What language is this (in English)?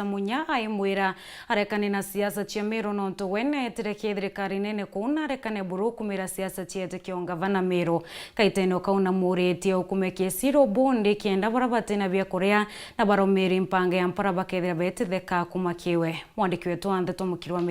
Meru